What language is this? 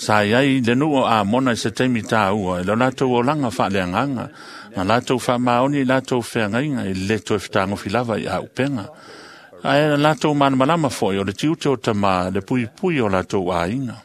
Samoan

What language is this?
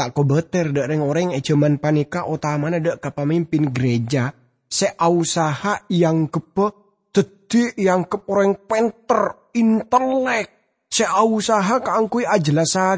Madurese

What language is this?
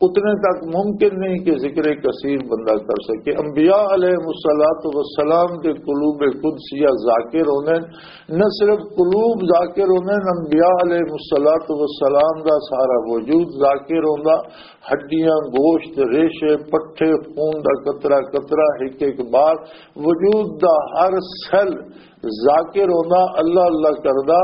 Western Panjabi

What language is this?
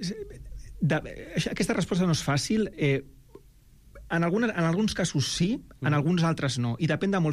Catalan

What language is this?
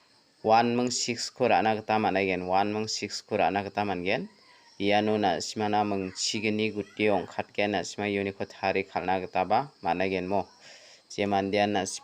Garo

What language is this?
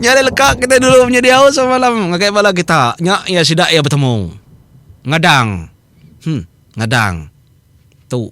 Iban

